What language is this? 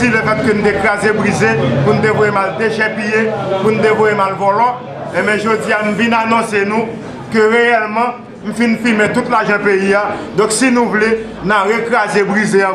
Haitian Creole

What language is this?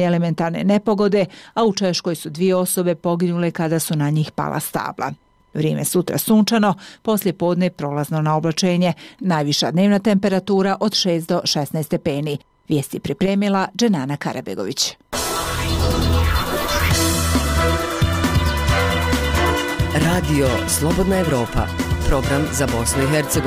Bosnian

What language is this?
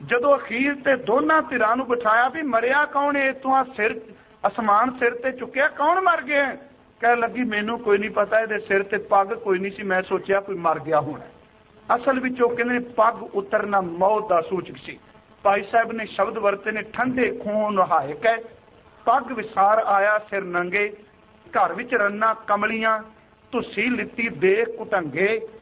Punjabi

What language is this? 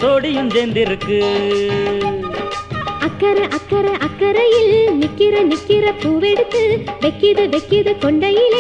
Tamil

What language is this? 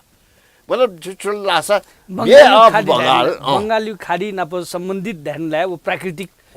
Newari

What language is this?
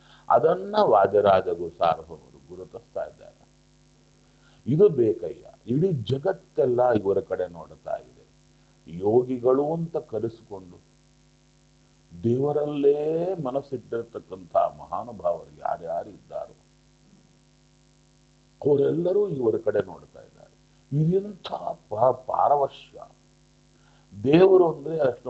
Kannada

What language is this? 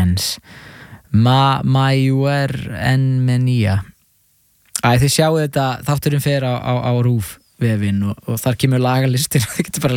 Icelandic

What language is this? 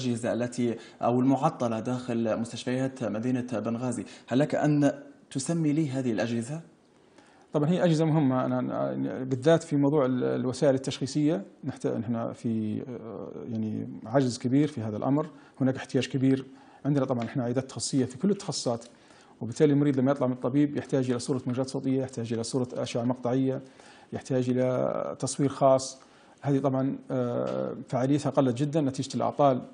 Libyan Arabic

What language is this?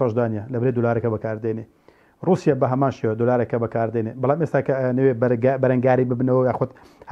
Central Kurdish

